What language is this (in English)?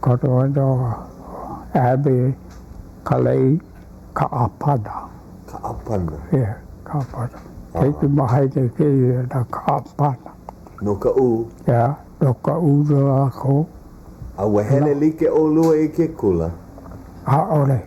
Hawaiian